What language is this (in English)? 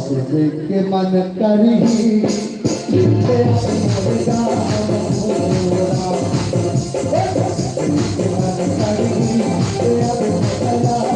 Chhattisgarhi